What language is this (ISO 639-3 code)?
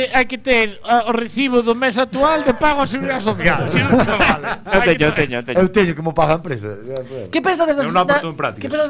glg